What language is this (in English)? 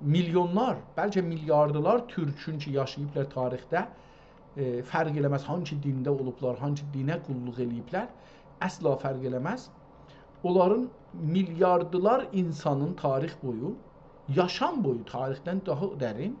South Azerbaijani